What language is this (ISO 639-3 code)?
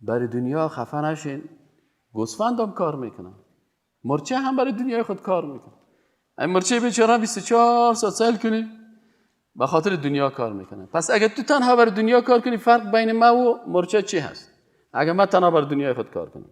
fas